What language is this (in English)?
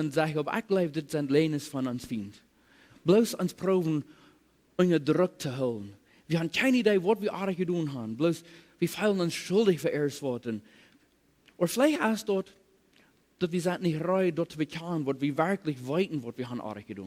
Plautdietsch